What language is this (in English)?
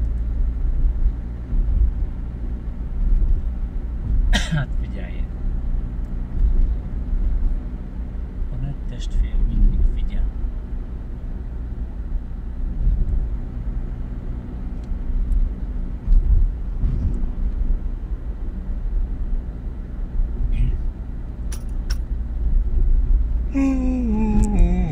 Hungarian